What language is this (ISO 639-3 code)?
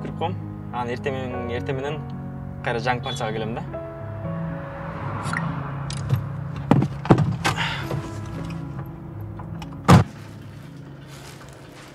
kir